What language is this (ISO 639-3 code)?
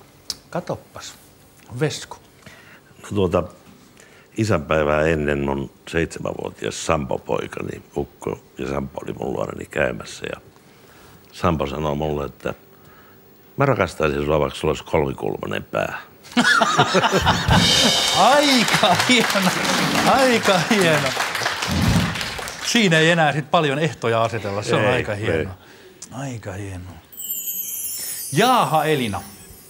fin